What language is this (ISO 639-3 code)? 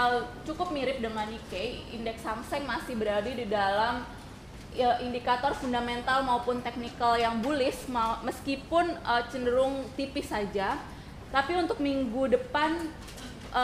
ind